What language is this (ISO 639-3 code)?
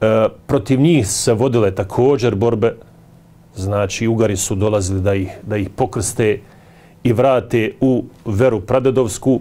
bos